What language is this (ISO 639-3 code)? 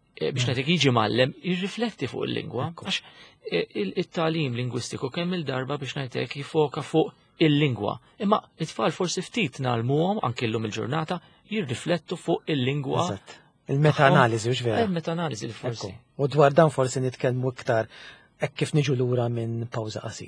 mlt